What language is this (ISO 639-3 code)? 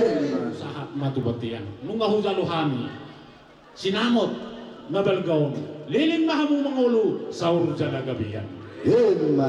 bbc